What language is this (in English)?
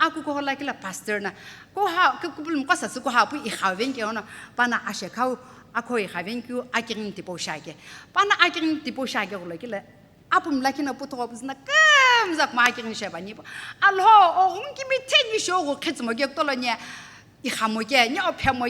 Sumi Naga